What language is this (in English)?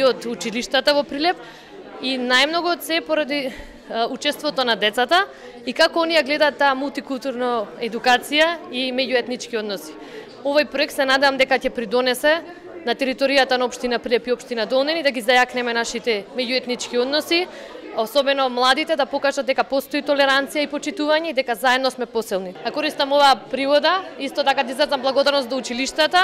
Macedonian